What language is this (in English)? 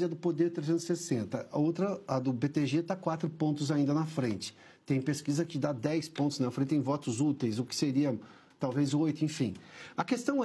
Portuguese